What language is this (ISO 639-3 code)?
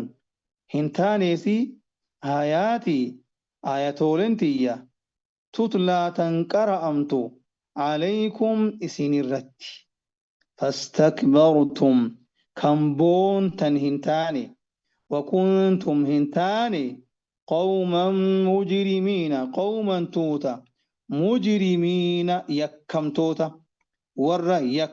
orm